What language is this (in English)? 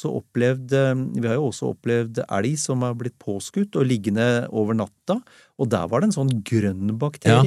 Norwegian